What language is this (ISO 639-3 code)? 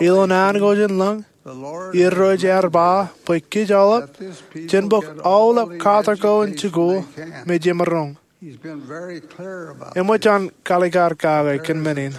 mah